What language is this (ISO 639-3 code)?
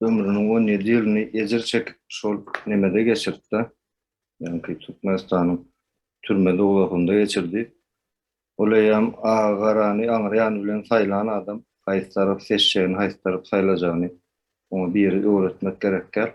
tuk